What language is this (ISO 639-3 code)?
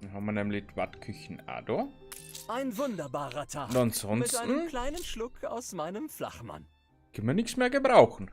bar